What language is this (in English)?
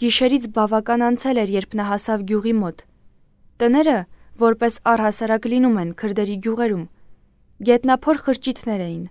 Armenian